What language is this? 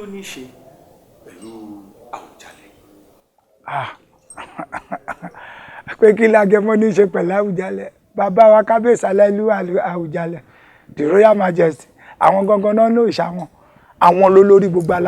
Yoruba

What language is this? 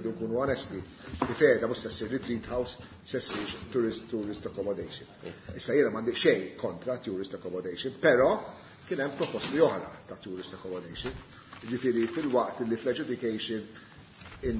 Maltese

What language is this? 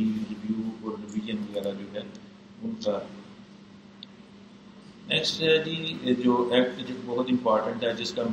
Urdu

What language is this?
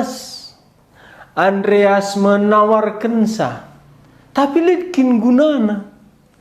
Batak Karo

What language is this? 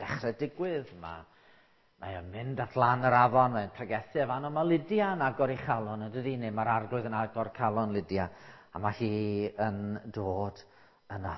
Welsh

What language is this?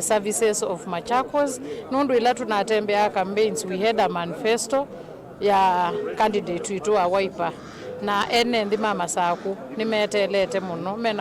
Kamba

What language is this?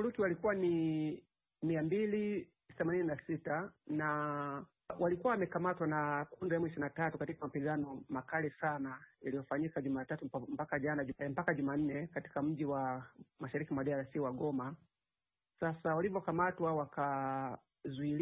Swahili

